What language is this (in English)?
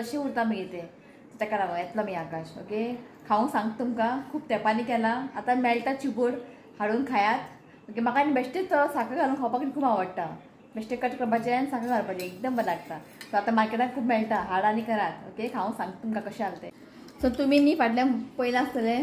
Konkani